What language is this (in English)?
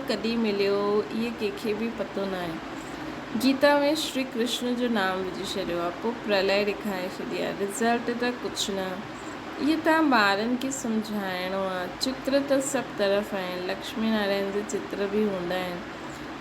Sindhi